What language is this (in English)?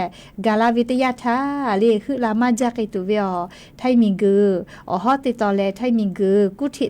Lahu